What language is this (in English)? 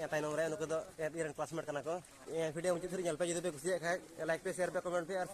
Santali